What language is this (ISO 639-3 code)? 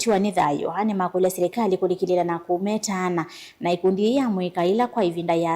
kam